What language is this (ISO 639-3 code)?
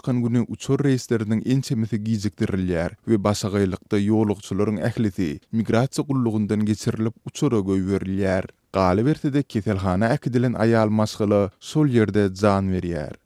tuk